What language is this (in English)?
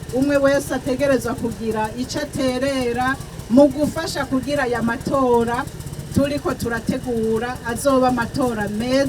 Rundi